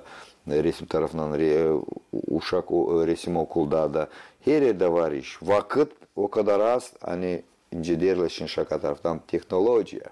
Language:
Gagauz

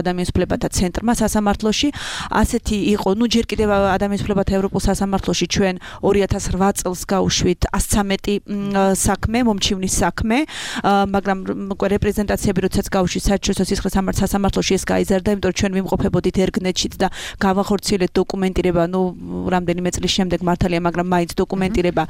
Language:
Georgian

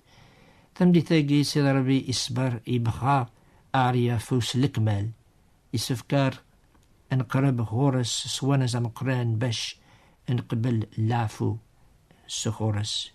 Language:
Kabyle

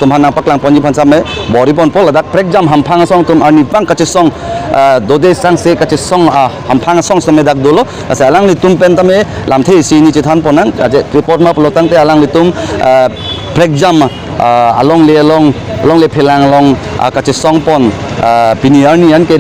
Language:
Karbi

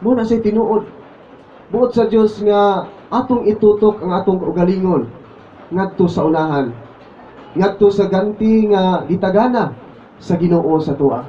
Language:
Cebuano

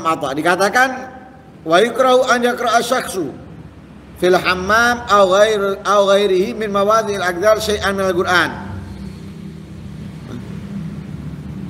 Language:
Indonesian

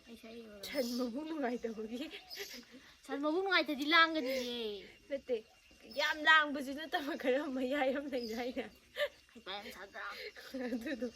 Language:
Manipuri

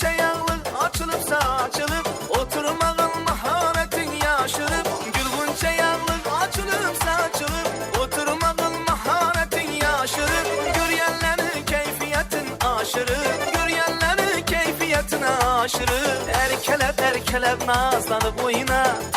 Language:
Kara-Kalpak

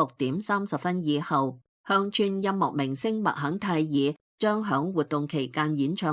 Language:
Cantonese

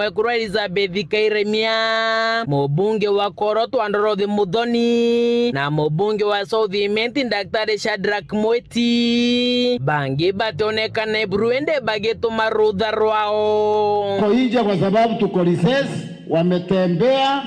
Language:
Meru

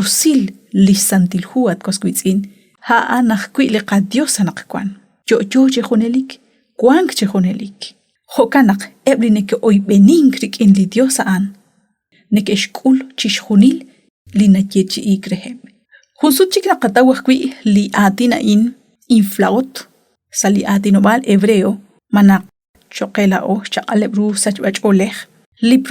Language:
Kekchí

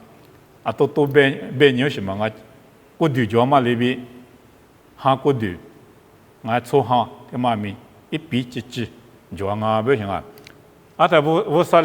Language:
Lisu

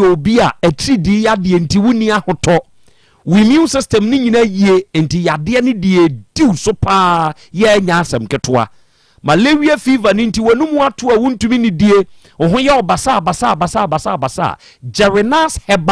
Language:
Akan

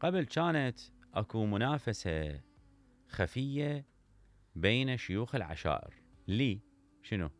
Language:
Mesopotamian Arabic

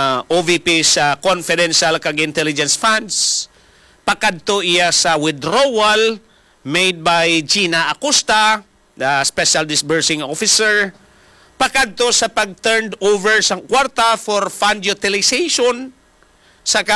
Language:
Hiligaynon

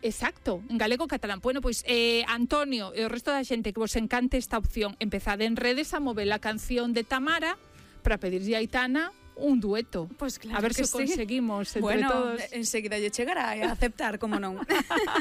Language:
Galician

